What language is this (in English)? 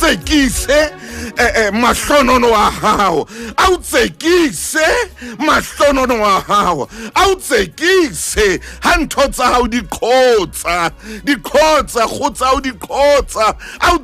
Southern Sotho